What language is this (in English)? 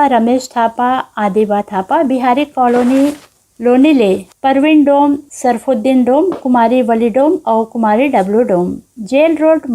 Chhattisgarhi